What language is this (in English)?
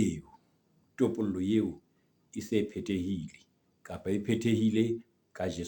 Southern Sotho